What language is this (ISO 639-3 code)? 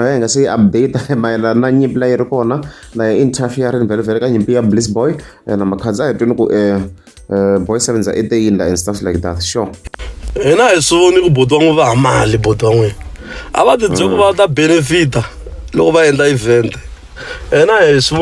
tso